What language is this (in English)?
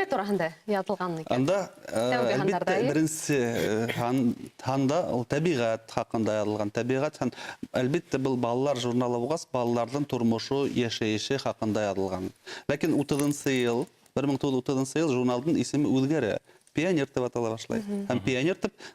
Bashkir